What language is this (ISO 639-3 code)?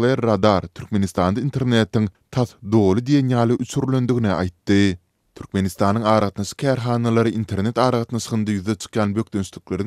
tuk